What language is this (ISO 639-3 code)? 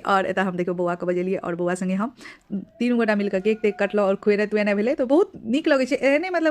mai